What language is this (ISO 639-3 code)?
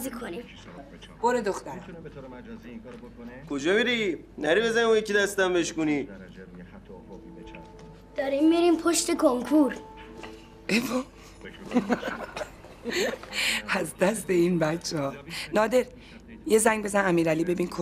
fas